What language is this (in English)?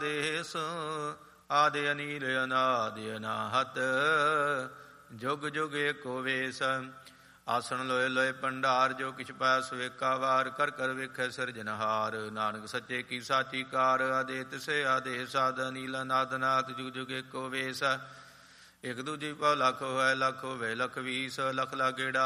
Punjabi